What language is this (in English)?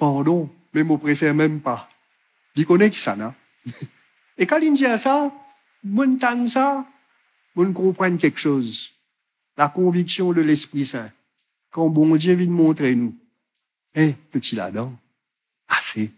Morisyen